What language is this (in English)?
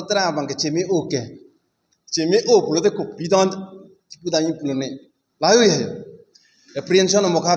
Karbi